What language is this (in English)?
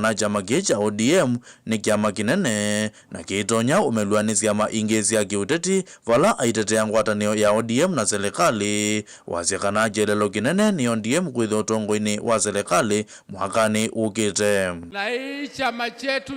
Kamba